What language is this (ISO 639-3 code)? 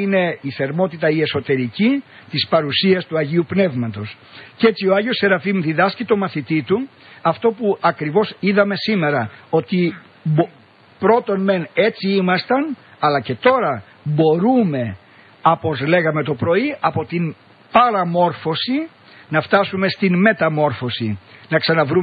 ell